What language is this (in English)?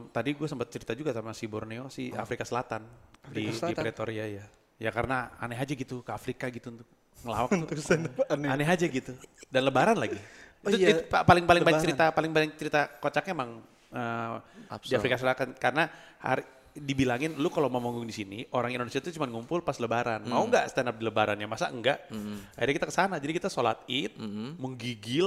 Indonesian